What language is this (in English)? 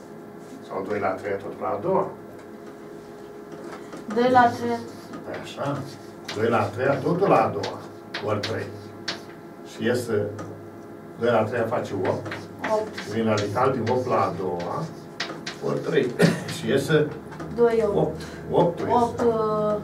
Romanian